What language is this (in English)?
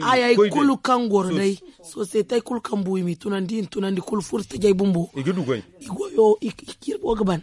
Zarma